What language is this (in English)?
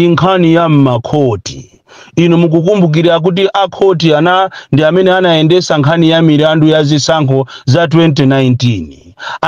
Nyanja